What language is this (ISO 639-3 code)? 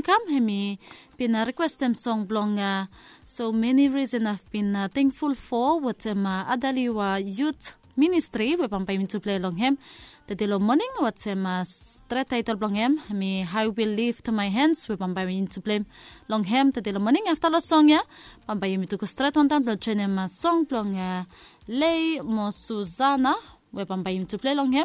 bis